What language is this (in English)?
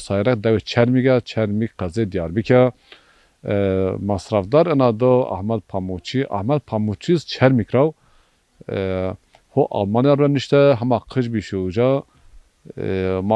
Zaza